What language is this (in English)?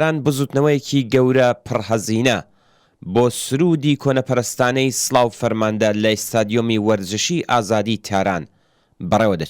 Central Kurdish